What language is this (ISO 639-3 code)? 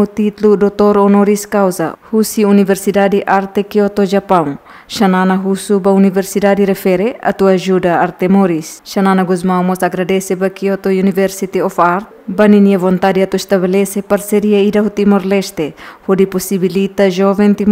tet